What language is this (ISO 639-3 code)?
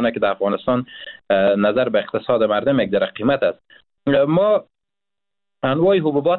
fas